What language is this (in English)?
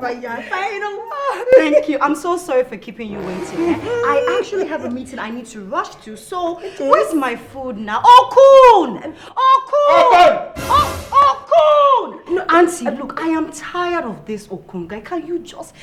Nigerian Pidgin